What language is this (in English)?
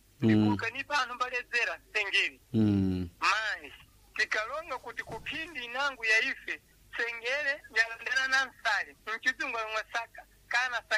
Sena